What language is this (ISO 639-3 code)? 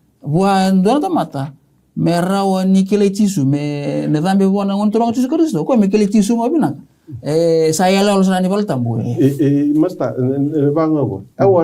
fij